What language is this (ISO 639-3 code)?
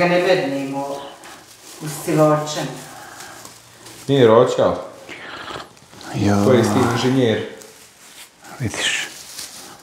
hrv